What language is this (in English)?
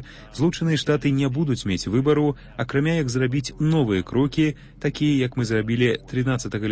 Belarusian